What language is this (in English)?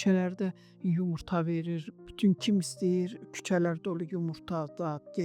Azerbaijani